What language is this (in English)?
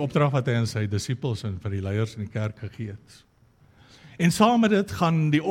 Afrikaans